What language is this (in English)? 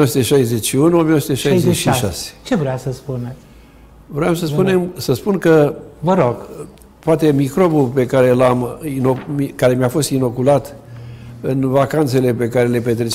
Romanian